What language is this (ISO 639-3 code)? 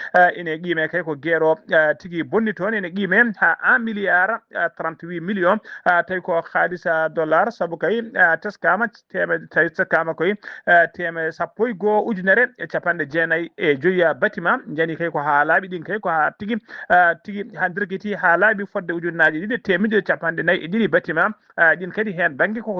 ful